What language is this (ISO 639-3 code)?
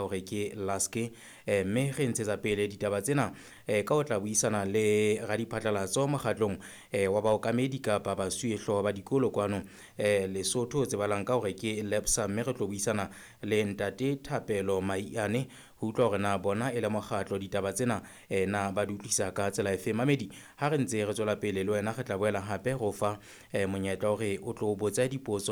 sot